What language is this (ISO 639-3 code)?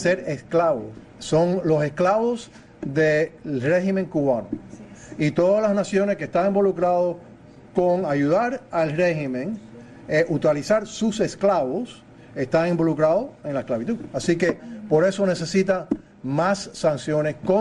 spa